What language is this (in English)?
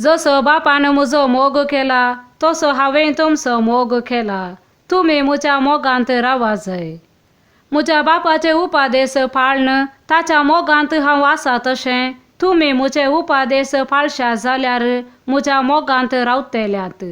Konkani